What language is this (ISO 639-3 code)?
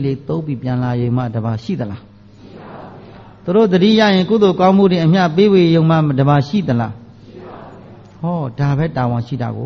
mya